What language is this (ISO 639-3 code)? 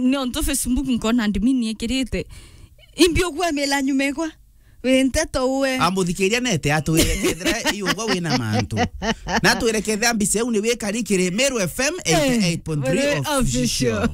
mer